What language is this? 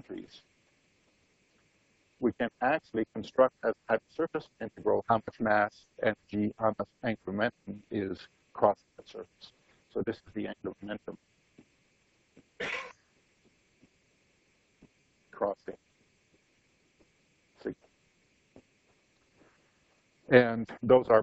English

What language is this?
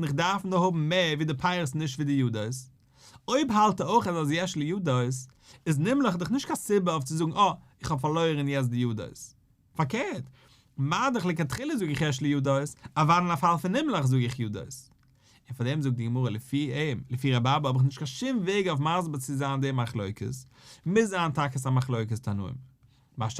Yiddish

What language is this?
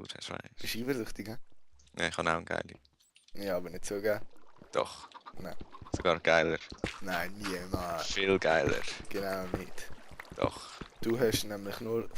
Swiss German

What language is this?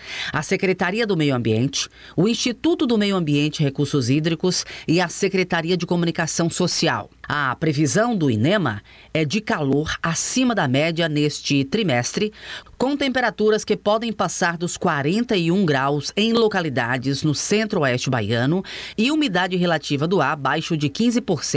Portuguese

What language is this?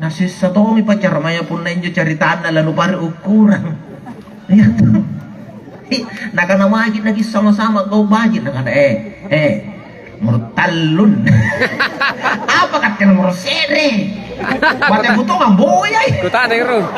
Makasar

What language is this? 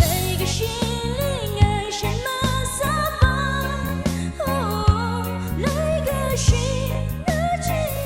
Tangkhul Naga (India)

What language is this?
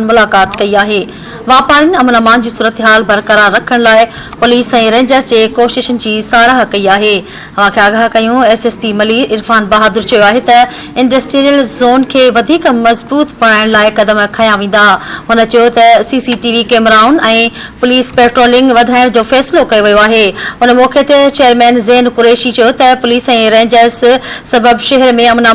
Sindhi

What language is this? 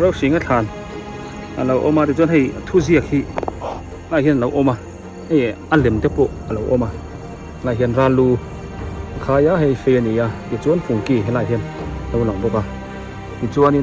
Biete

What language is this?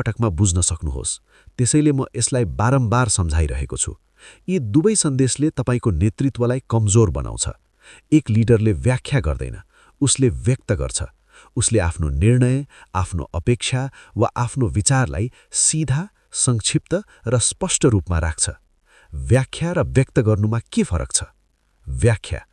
Nepali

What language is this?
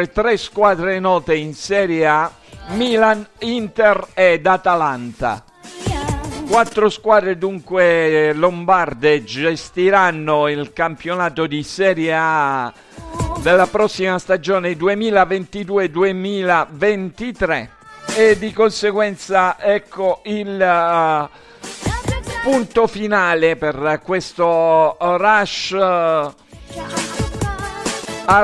Italian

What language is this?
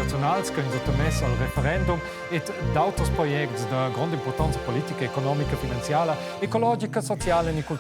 Romansh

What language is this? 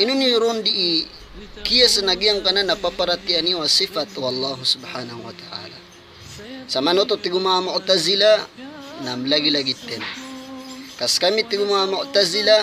Maranao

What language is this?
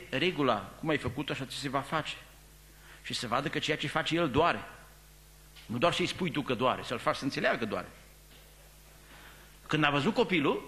Romanian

